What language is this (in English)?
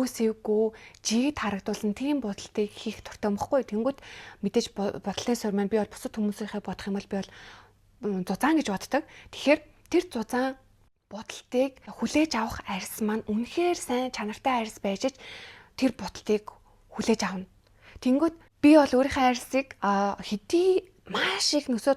Mongolian